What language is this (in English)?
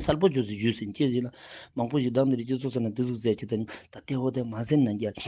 Ladakhi